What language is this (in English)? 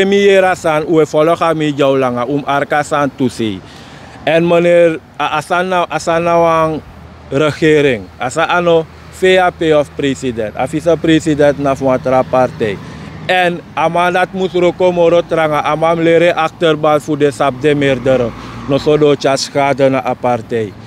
Sranan Tongo